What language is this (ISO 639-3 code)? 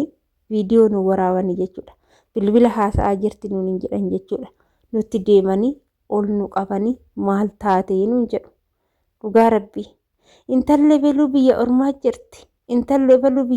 orm